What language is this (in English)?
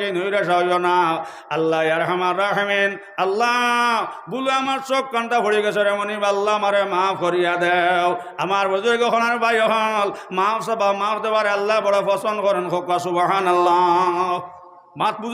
Sylheti